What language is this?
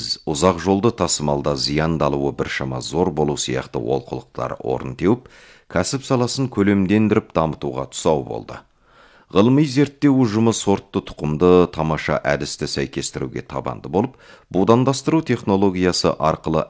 Kazakh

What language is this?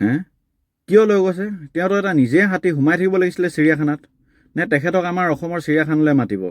Assamese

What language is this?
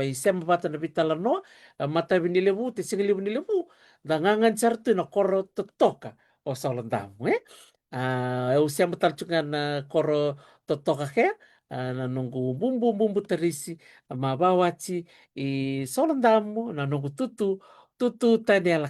Fijian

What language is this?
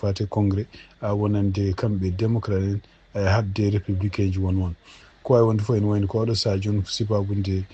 Fula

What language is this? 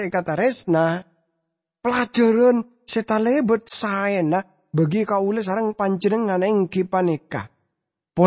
Madurese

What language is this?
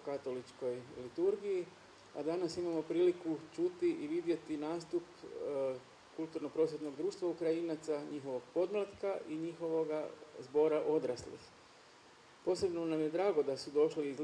Croatian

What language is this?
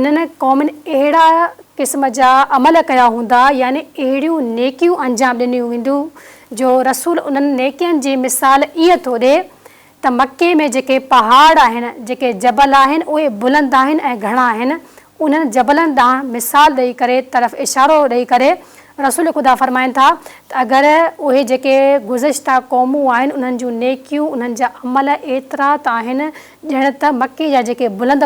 Sindhi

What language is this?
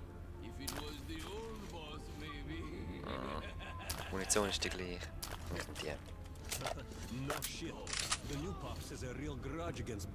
Swiss German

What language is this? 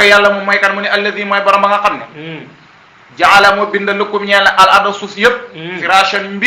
Wolof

